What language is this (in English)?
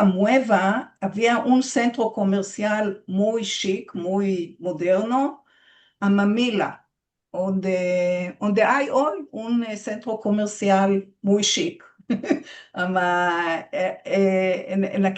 Ladino